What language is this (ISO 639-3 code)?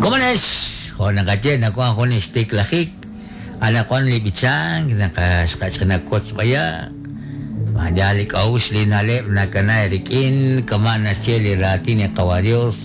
kek